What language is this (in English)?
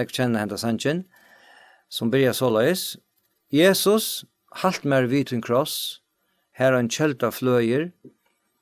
Faroese